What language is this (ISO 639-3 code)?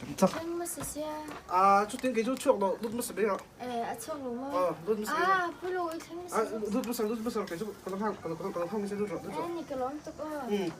lus